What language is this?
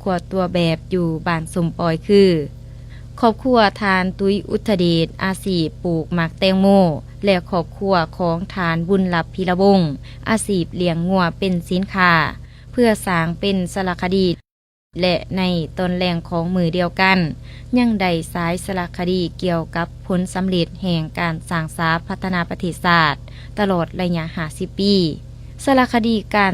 Lao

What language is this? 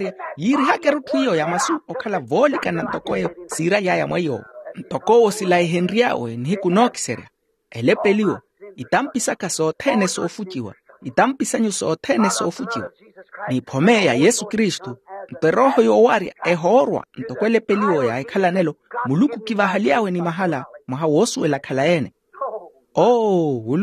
Makhuwa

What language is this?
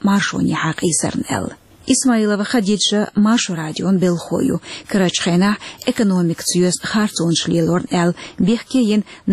Chechen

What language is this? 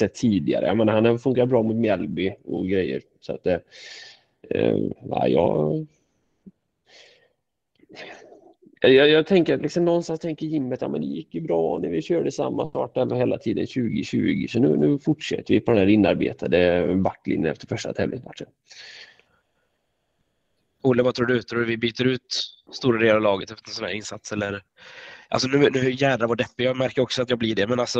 Swedish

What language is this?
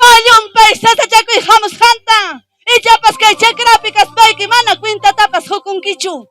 Ayacucho Quechua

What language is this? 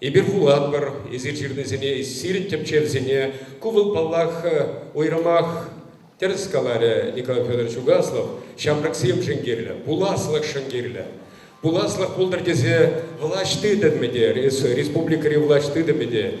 Chuvash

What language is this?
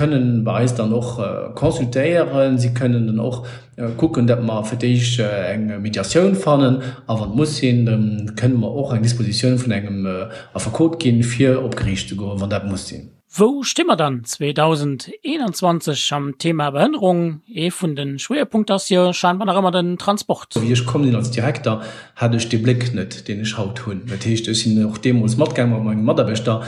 Luxembourgish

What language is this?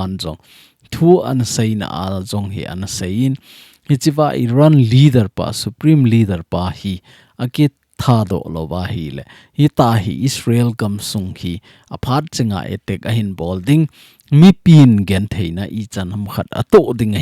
Thado Chin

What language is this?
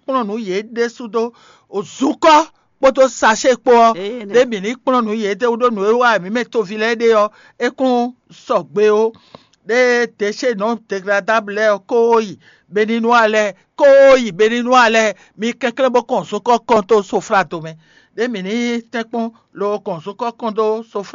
Fon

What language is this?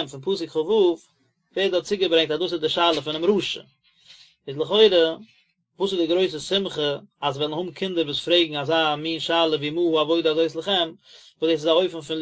Yiddish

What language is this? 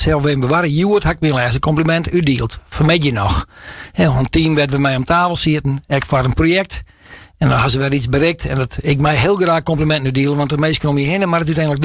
Western Frisian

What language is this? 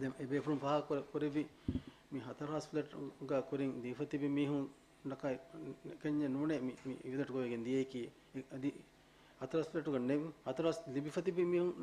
Divehi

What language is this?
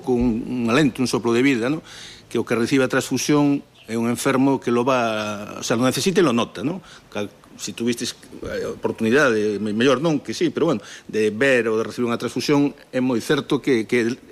Galician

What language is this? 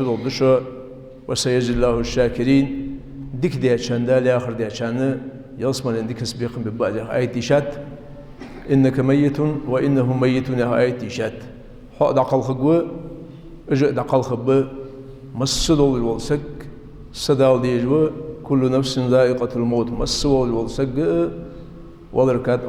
Ingush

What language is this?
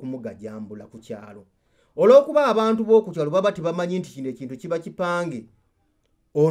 Ganda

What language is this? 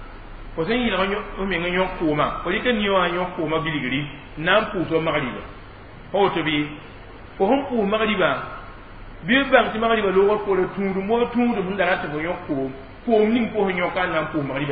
Mossi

